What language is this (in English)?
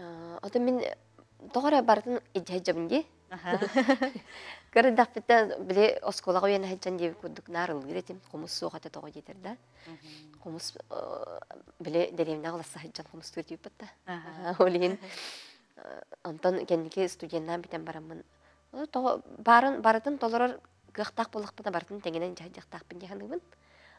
Yakut